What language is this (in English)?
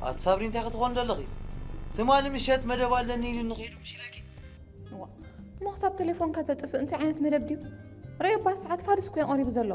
Tigrinya